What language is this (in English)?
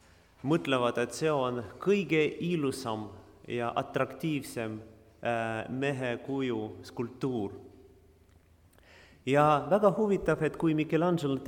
Estonian